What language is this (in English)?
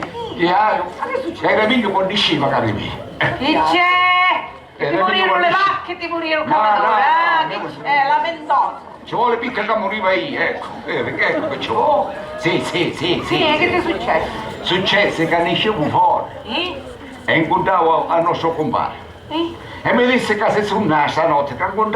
Sicilian